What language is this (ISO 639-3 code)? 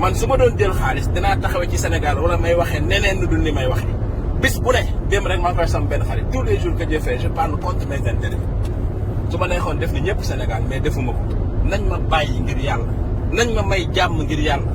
wol